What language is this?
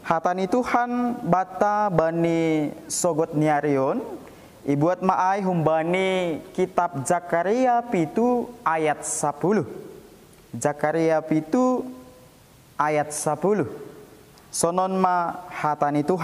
Batak Simalungun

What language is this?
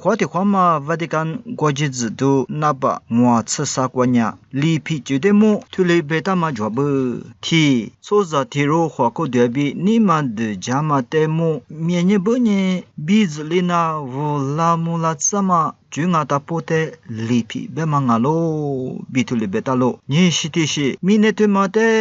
Lisu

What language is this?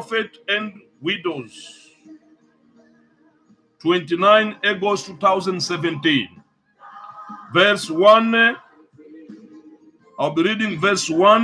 English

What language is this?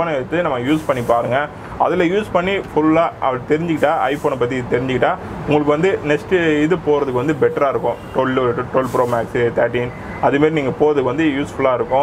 Tamil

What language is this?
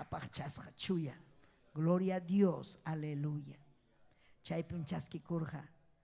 Ayacucho Quechua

